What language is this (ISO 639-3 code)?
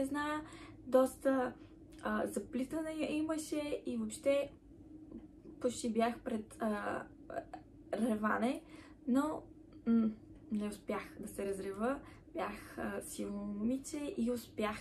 bul